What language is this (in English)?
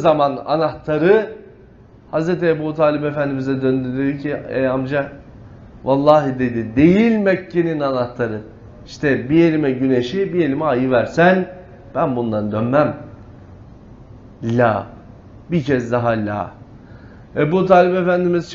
Turkish